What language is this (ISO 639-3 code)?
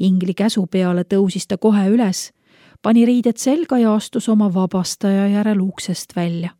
est